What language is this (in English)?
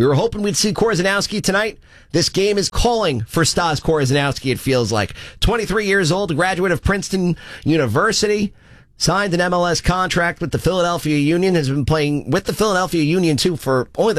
English